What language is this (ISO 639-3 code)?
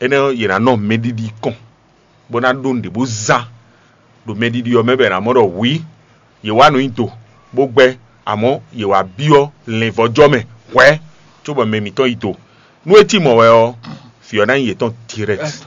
fon